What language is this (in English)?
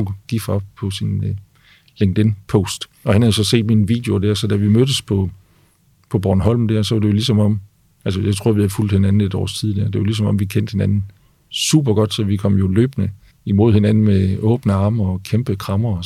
Danish